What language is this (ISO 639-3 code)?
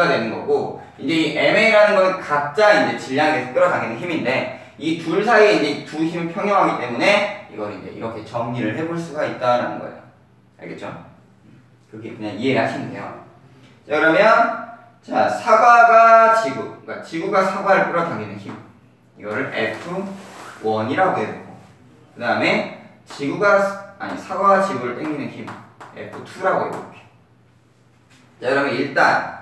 kor